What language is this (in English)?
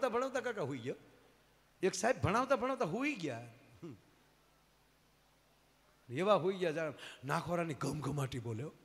Gujarati